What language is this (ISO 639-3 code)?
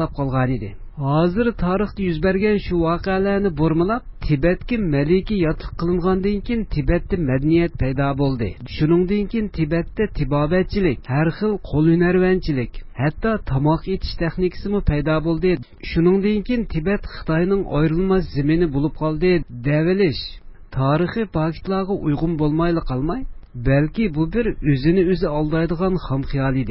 uig